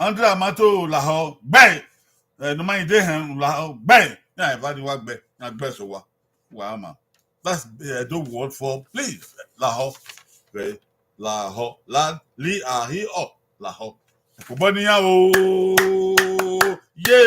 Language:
Bini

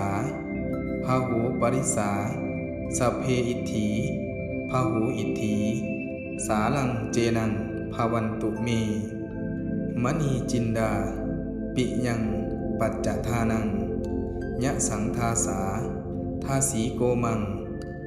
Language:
Pali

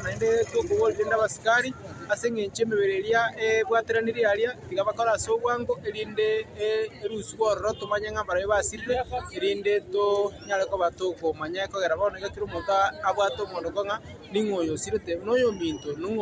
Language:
Gusii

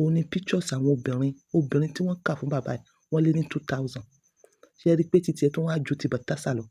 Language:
Yoruba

